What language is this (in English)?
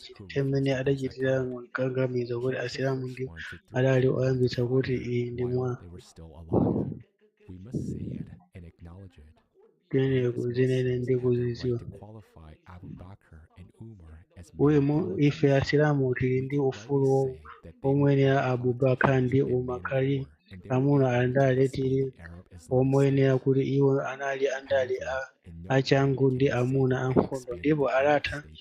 Nyanja